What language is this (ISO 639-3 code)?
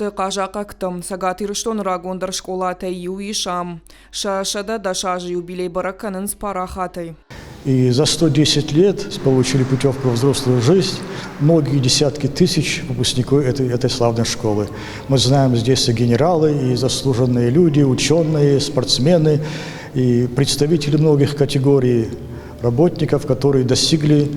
oss